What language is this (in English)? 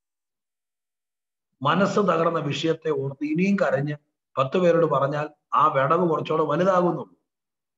Malayalam